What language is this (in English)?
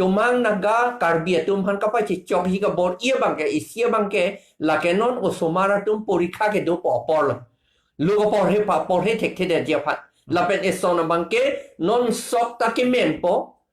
Karbi